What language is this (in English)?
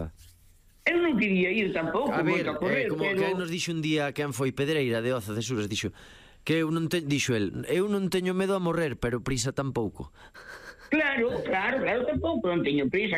Galician